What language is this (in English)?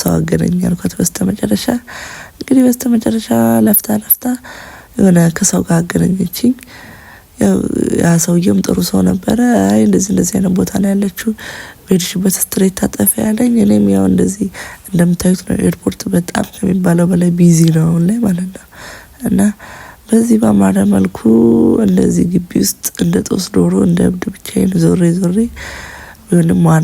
Amharic